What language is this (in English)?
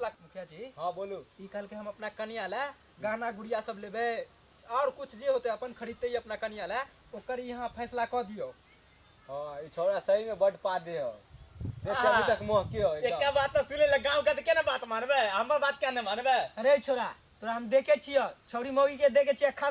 Maithili